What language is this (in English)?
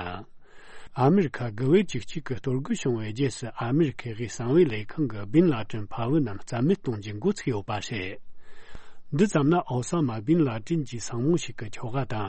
Tibetan